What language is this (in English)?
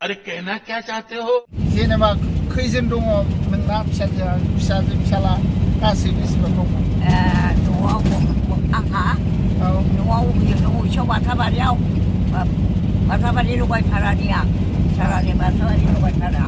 Bodo